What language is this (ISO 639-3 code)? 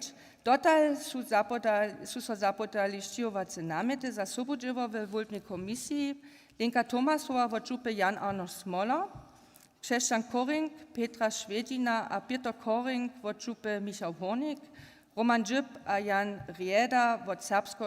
hsb